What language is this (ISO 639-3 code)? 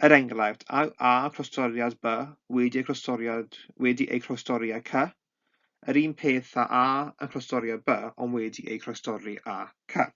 cym